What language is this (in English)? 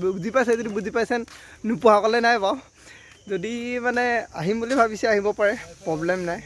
Assamese